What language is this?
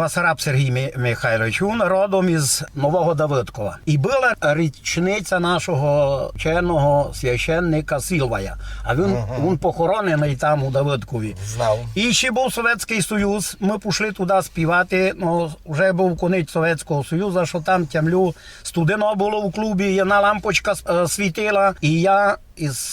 Rusyn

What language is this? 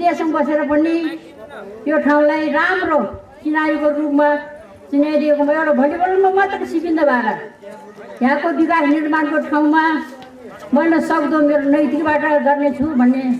Nepali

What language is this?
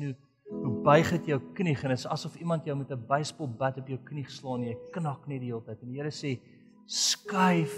Afrikaans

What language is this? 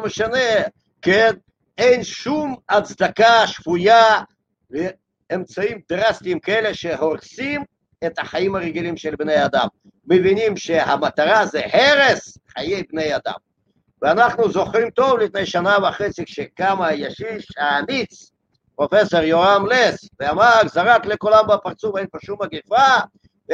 Hebrew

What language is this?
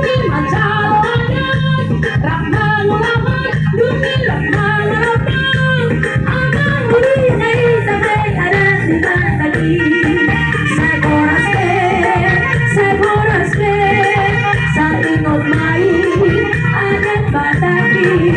Batak Toba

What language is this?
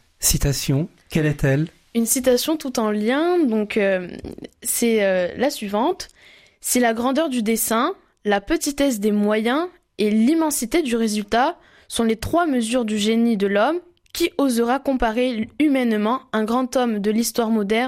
French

